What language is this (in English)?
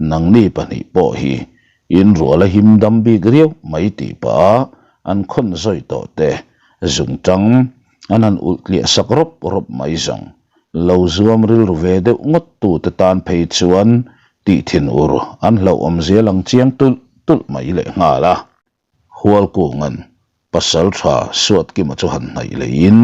Mizo